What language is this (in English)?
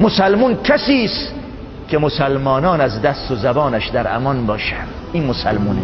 Persian